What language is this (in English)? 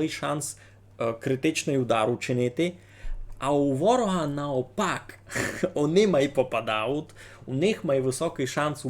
Rusyn